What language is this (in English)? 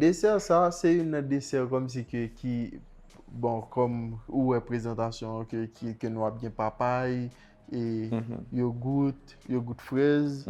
Haitian Creole